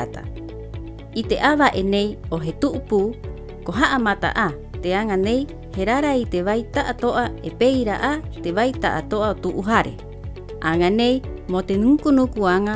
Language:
Rapanui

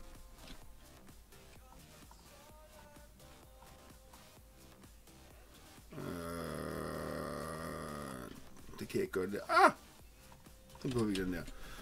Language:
Danish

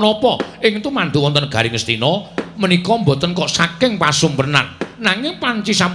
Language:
Javanese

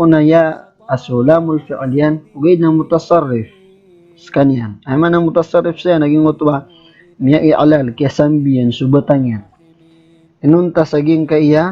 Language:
Maranao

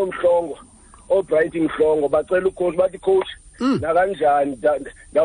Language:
Xhosa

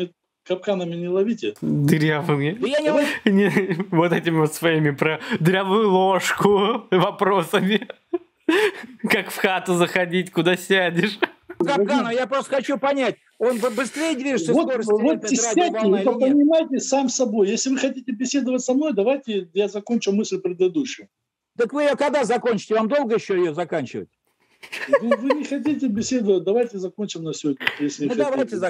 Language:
Russian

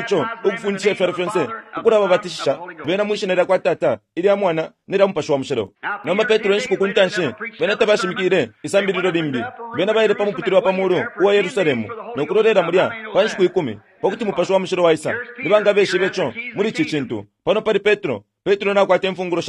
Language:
Bemba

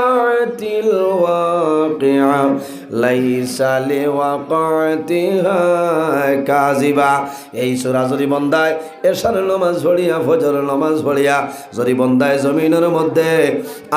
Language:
Sylheti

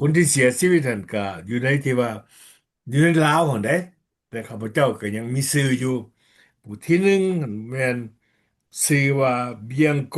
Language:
Lao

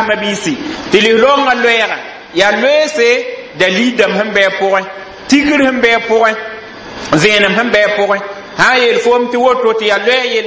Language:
Mossi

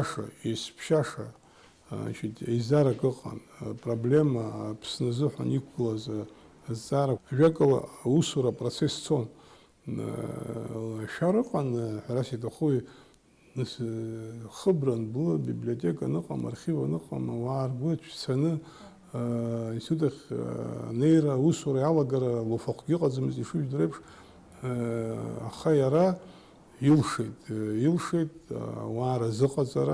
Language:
Abkhazian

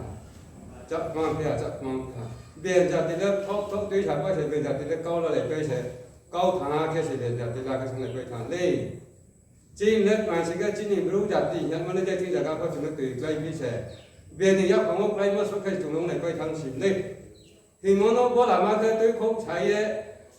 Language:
Riang (India)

